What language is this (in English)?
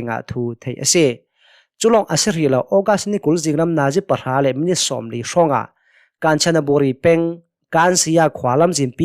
Hakha Chin